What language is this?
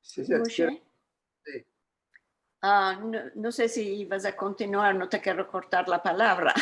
Ladino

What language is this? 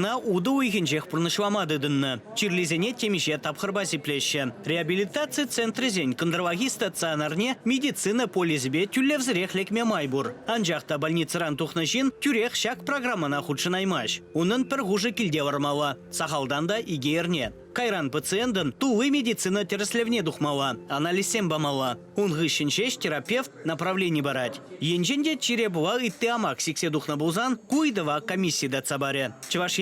Chuvash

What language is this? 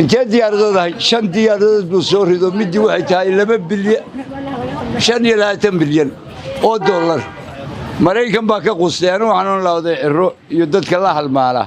Somali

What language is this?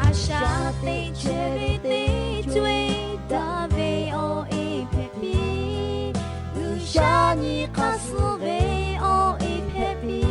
Lahu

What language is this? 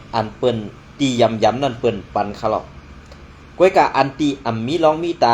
Shan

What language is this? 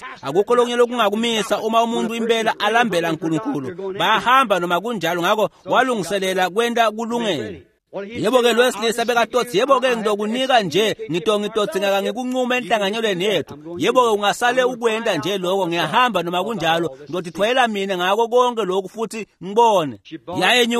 Swati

